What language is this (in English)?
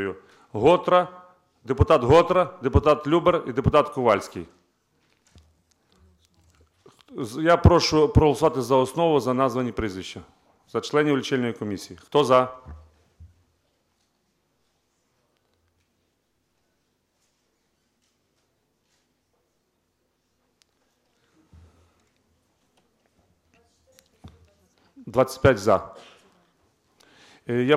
Ukrainian